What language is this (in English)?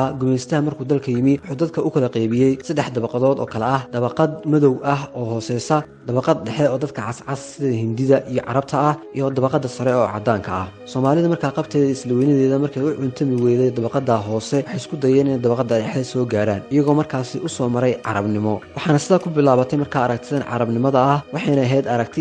Somali